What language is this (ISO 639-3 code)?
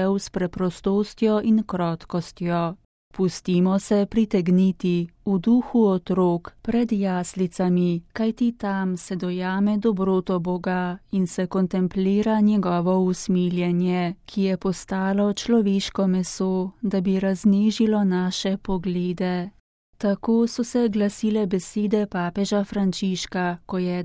slv